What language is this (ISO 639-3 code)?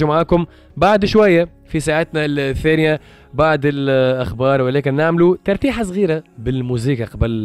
aeb